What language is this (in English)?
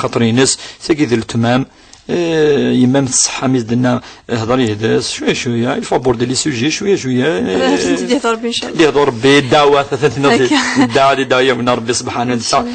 Kabyle